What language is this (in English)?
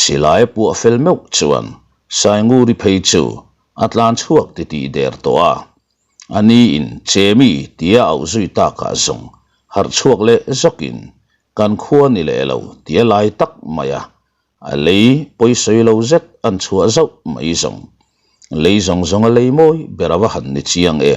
Mizo